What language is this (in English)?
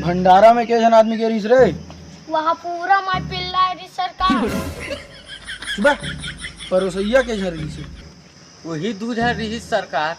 Chhattisgarhi